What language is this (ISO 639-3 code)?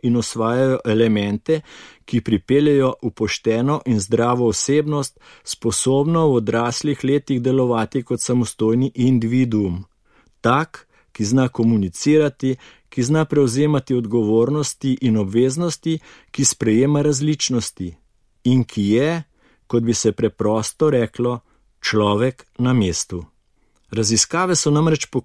slv